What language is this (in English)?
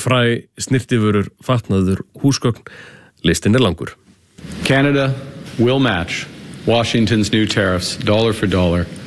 Icelandic